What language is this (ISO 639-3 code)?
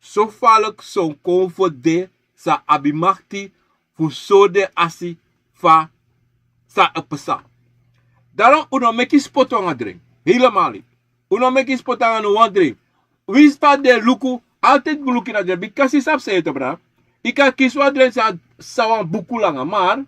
srn